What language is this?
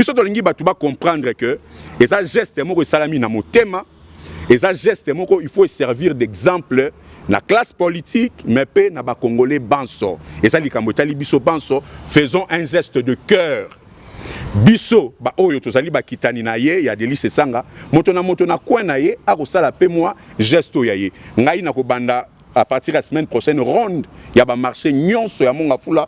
Lingala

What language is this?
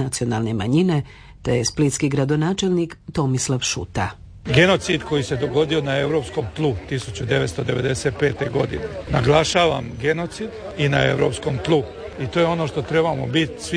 Croatian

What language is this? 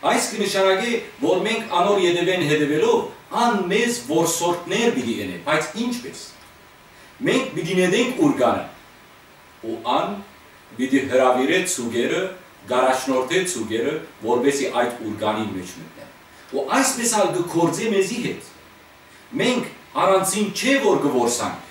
Western Armenian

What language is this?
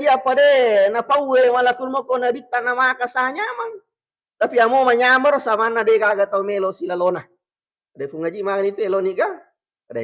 Buginese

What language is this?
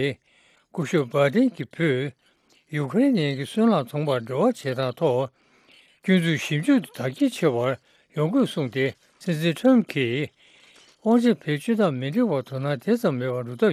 Tibetan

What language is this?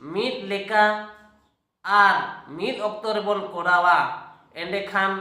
Santali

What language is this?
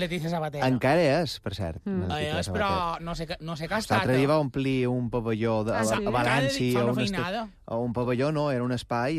Catalan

